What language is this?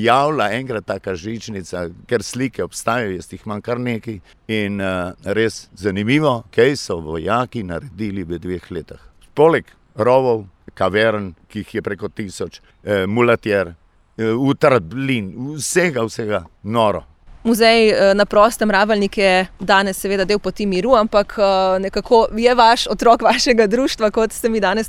Slovenian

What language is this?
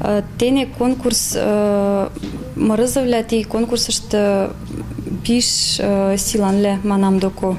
Mari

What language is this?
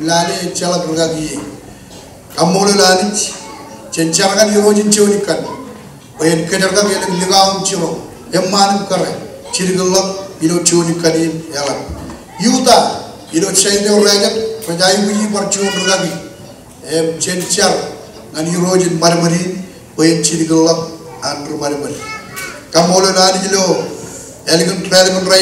Marshallese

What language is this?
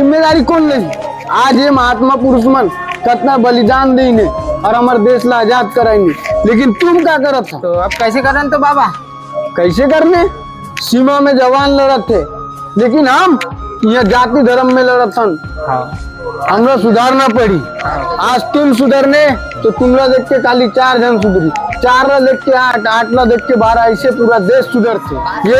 Chhattisgarhi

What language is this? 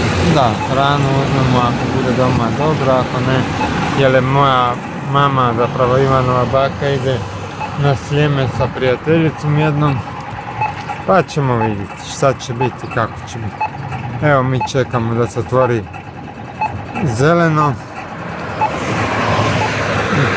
Croatian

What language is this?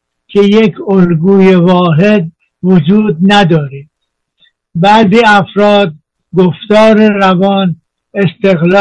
Persian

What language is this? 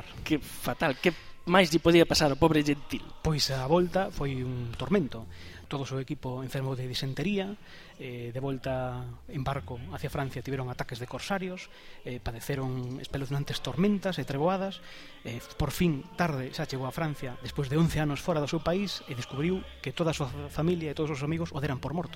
Galician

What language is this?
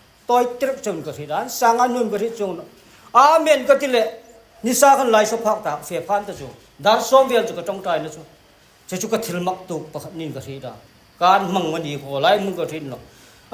Hmar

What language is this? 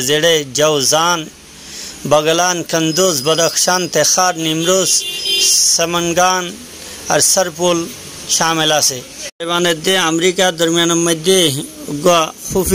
Rohingya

